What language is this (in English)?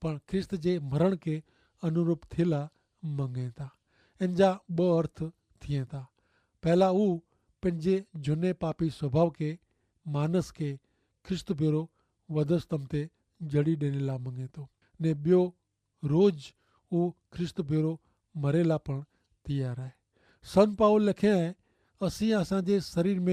Kachhi